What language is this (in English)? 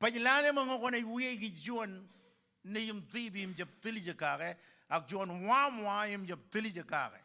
Marshallese